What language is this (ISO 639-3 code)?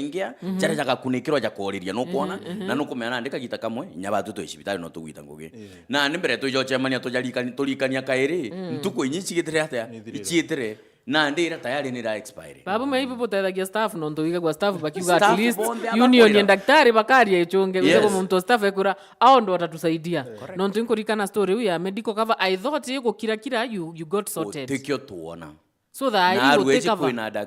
mer